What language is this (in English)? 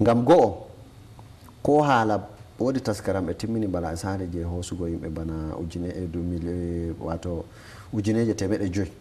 Fula